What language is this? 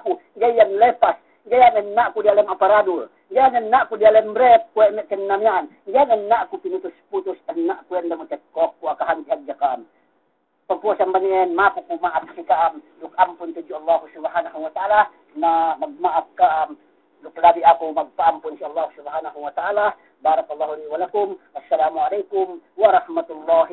Yakan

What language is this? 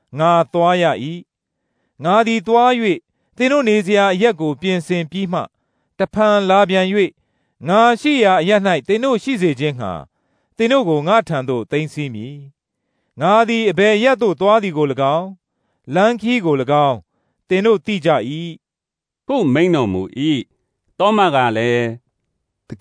Burmese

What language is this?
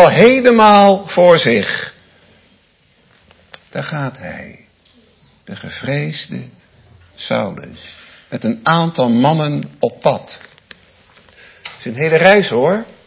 Dutch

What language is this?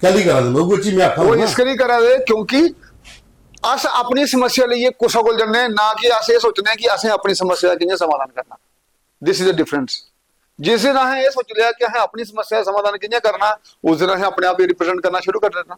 Dogri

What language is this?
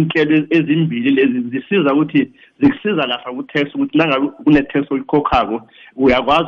South Ndebele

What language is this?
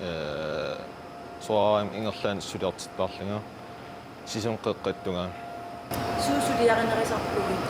Kalaallisut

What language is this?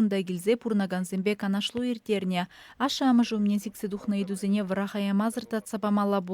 Chuvash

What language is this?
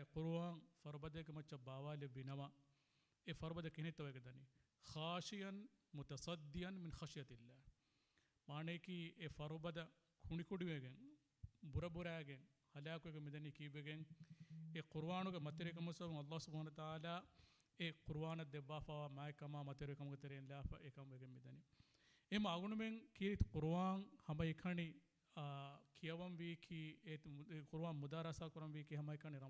Divehi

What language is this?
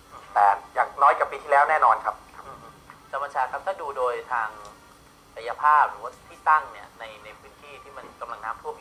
Thai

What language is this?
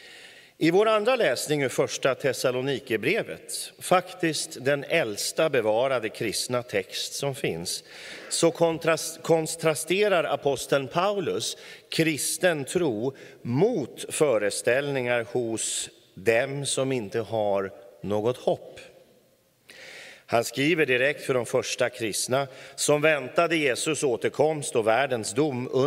Swedish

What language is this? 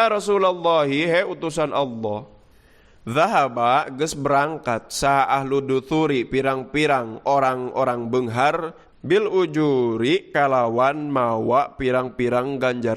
Sundanese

